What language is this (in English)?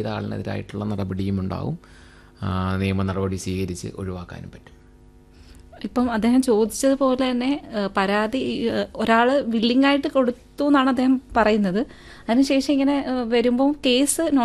Malayalam